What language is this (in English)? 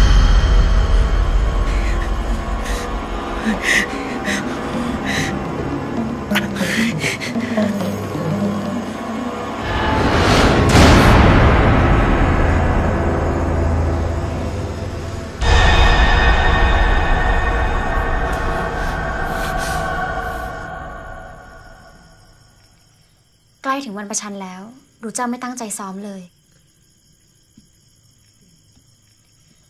Thai